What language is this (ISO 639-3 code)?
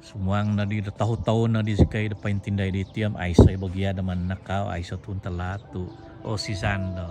dtp